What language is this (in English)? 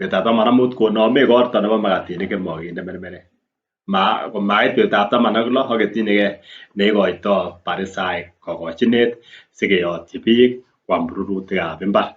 Kalenjin